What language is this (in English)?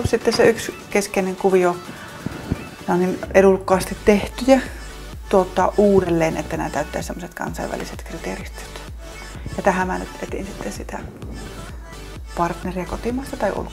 Finnish